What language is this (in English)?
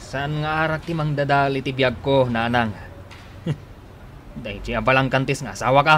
Iloko